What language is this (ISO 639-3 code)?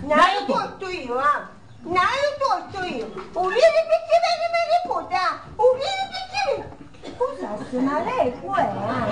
scn